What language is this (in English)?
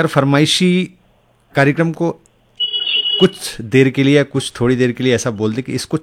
Hindi